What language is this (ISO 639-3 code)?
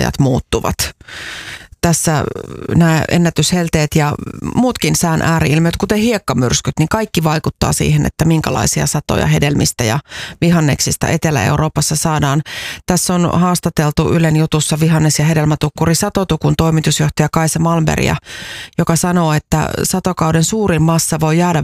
fin